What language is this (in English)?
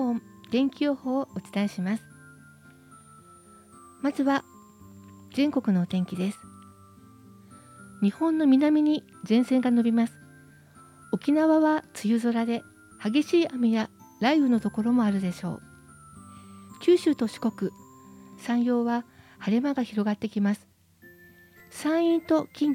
Japanese